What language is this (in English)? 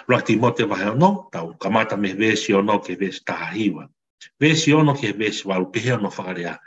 Tongan